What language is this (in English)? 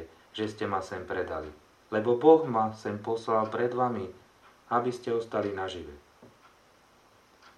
Slovak